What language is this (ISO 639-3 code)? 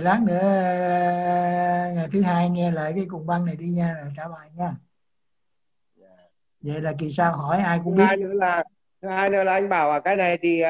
vie